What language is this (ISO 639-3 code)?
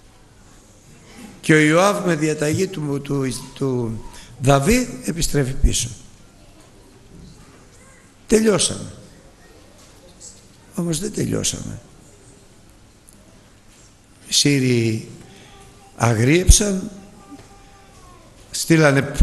ell